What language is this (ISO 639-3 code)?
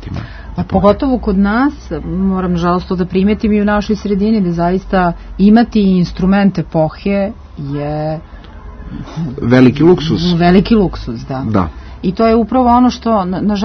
srp